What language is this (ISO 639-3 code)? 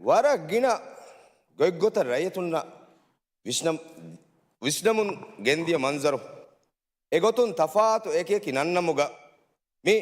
div